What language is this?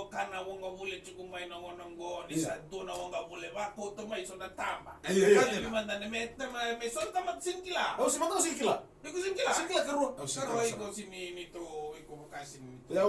Fijian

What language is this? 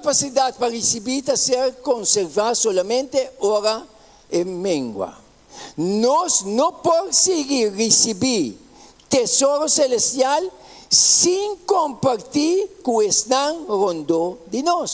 Papiamento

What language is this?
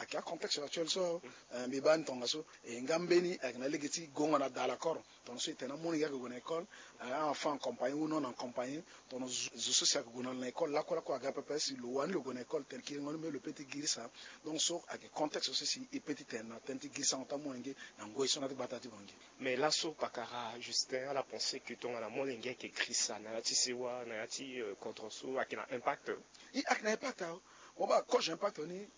Sango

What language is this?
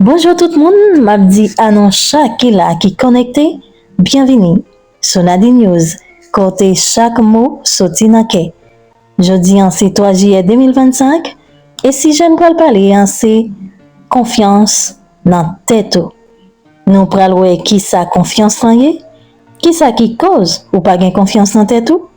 Haitian Creole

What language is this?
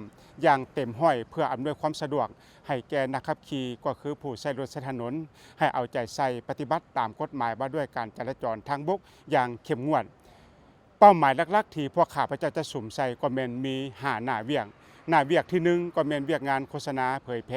Lao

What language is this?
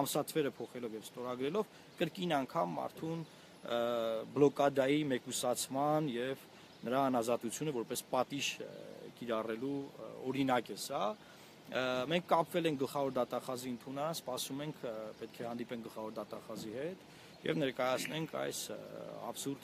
Armenian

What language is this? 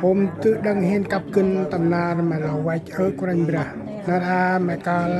Central Mnong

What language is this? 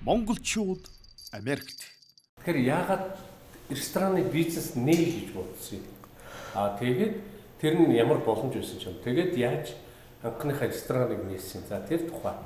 Mongolian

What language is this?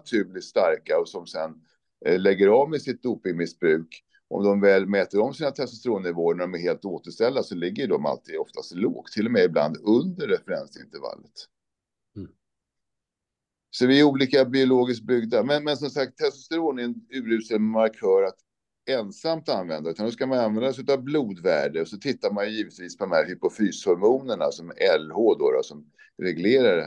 Swedish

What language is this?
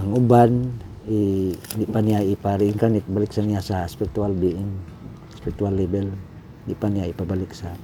Cebuano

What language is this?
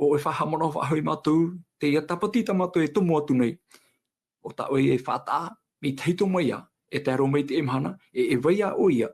Tahitian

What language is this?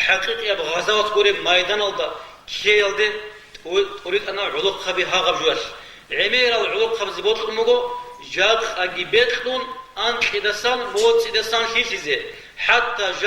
Avaric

